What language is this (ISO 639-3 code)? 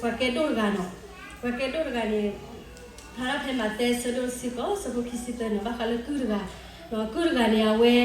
ksw